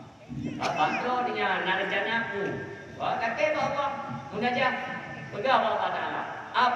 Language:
Achinese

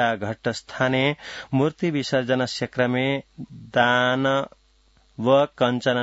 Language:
Sanskrit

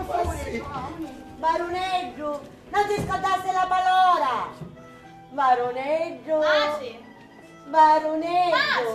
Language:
Sicilian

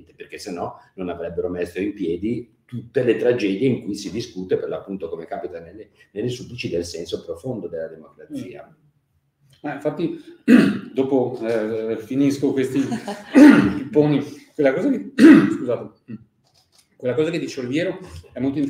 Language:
Italian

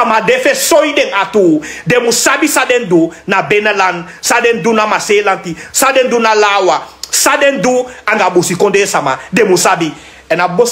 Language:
Sranan Tongo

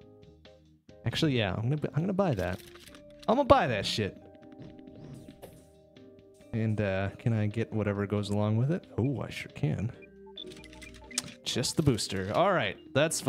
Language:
English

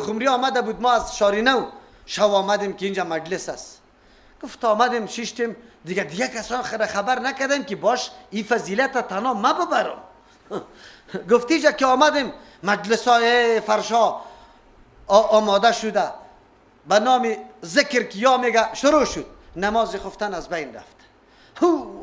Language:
Persian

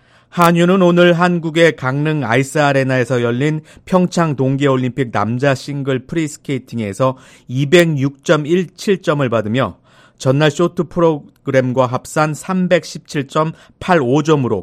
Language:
Korean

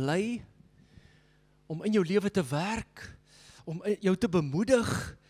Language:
Afrikaans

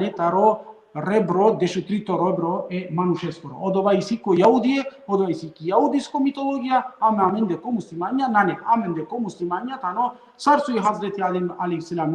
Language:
Balkan Romani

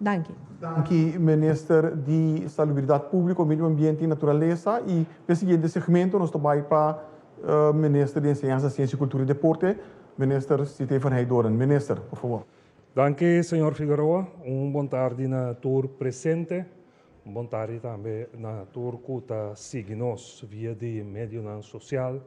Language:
Papiamento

